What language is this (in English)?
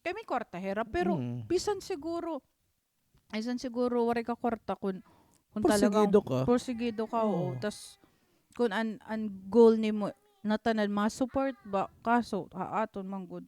Waray